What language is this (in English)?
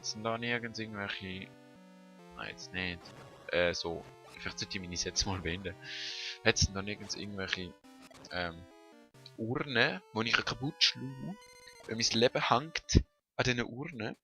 Swiss German